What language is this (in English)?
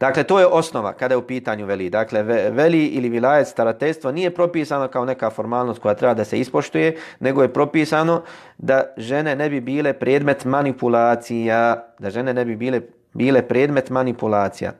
Bosnian